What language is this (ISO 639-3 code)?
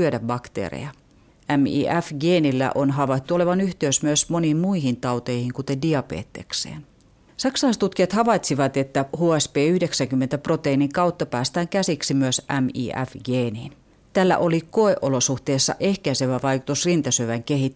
fin